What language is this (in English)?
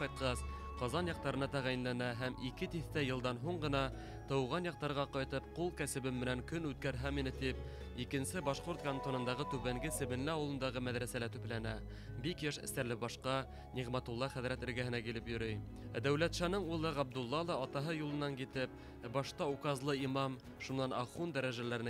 Bashkir